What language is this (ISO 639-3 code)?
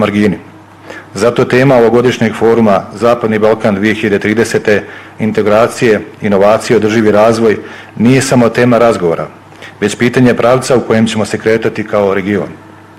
bos